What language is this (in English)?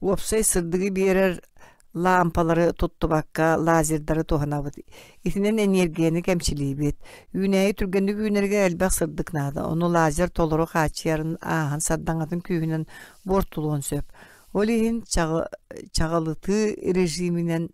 Yakut